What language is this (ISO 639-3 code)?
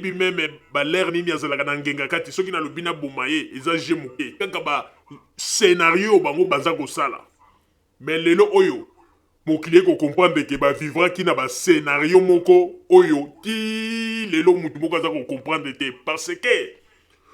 lin